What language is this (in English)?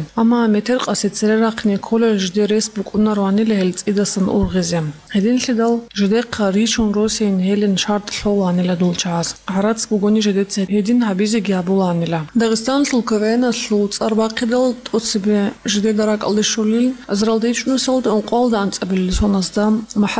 Avaric